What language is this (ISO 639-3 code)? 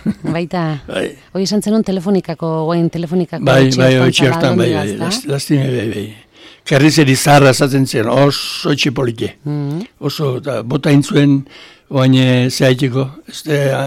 eus